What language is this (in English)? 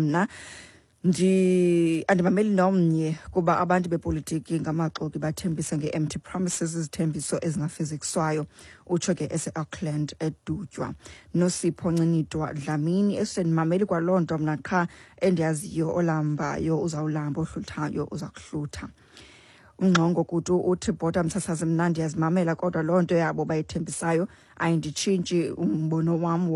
Xhosa